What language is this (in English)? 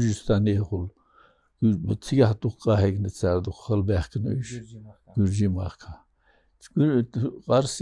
Chechen